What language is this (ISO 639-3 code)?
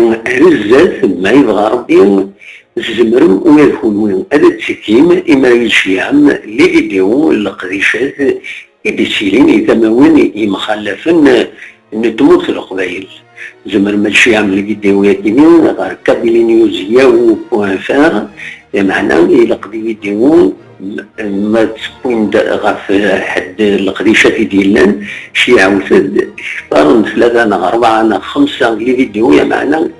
kab